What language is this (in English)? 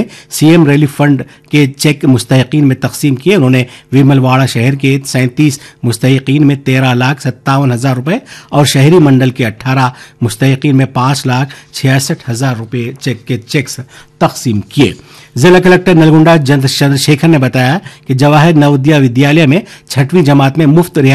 Urdu